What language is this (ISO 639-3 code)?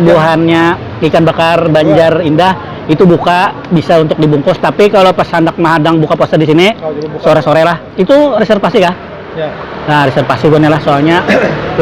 bjn